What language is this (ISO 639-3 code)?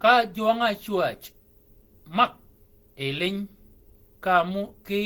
shk